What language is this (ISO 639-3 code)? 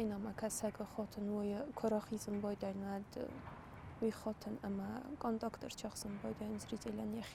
oss